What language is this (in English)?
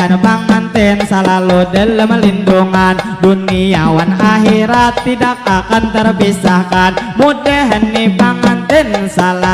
Banjar